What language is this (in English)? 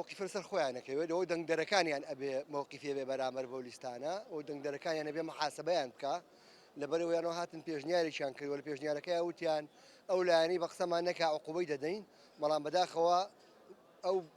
Central Kurdish